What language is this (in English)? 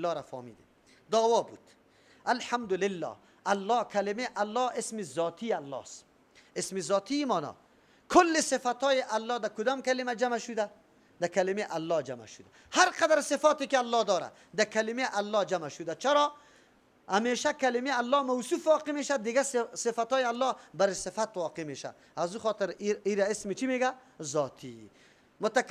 Persian